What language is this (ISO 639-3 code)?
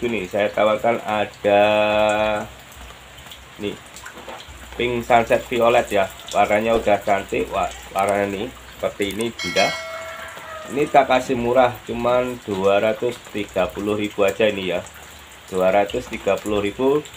ind